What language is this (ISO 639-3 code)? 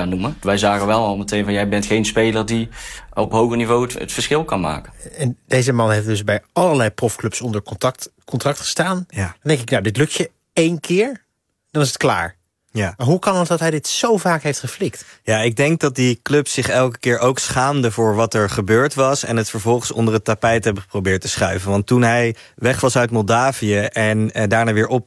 nld